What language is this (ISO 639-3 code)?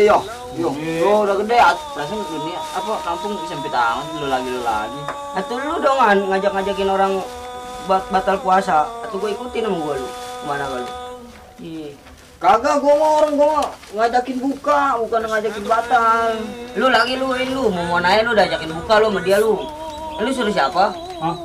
bew